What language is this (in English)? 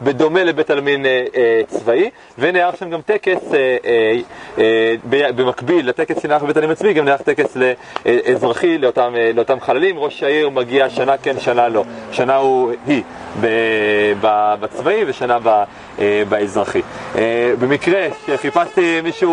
Hebrew